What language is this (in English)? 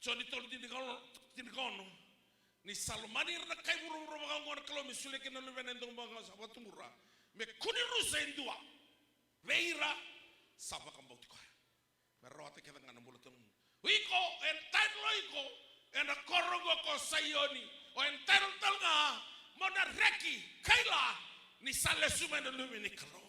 Fijian